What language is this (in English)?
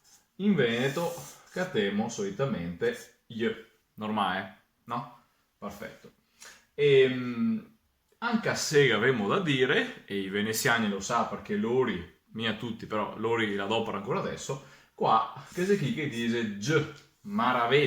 Venetian